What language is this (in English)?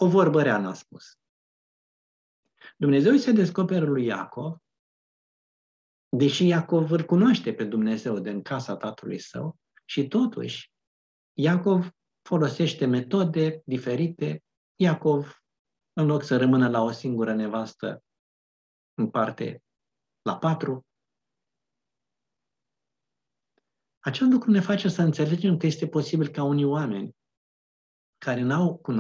Romanian